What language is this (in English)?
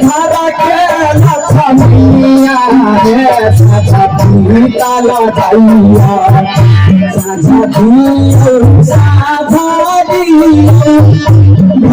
Maithili